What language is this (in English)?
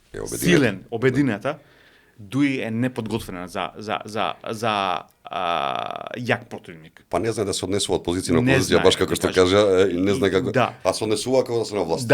Macedonian